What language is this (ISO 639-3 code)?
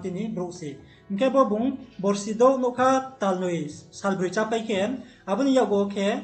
ria